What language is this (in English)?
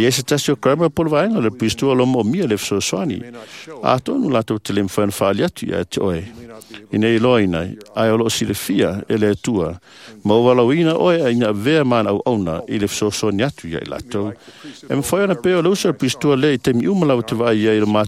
Samoan